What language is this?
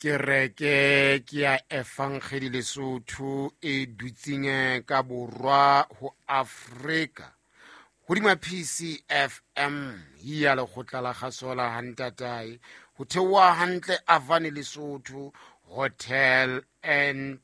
Southern Sotho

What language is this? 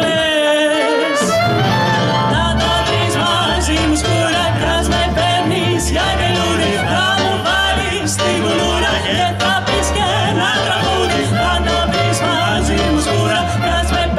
Greek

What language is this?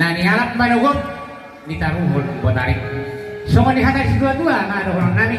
Batak Toba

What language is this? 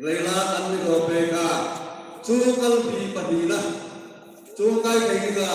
Hmar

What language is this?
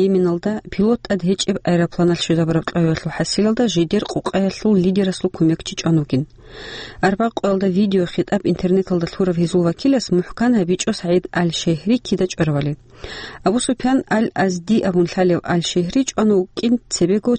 Avaric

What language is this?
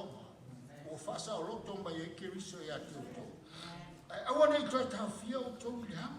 Samoan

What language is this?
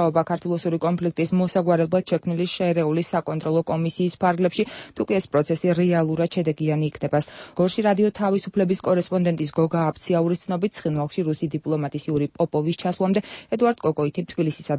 Georgian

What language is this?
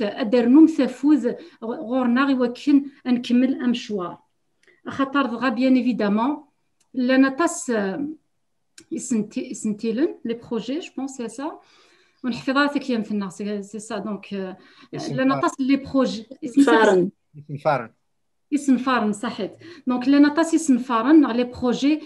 Kabyle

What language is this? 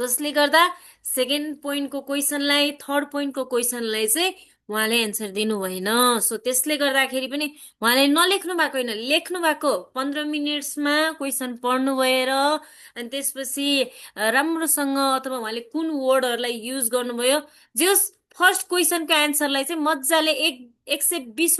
Nepali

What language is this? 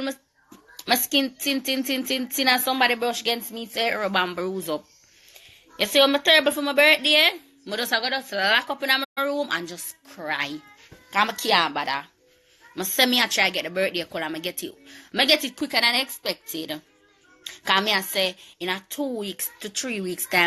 Jamaican Creole English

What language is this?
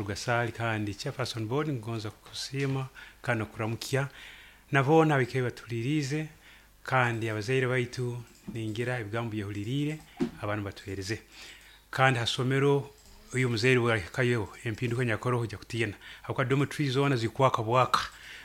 Nyoro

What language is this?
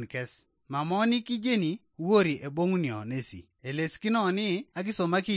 Teso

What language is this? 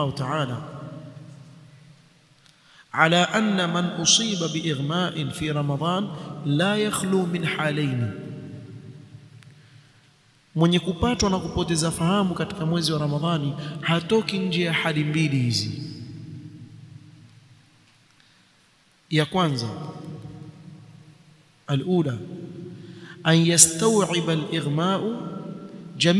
Swahili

